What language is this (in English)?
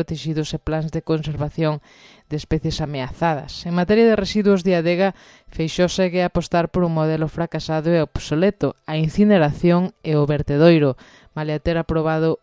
Galician